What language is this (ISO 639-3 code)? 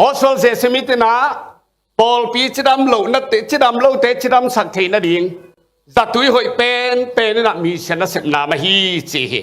ctd